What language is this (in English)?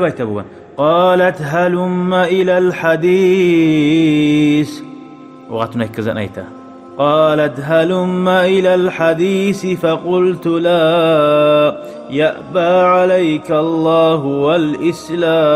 Kumyk